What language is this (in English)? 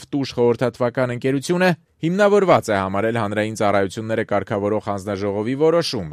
Armenian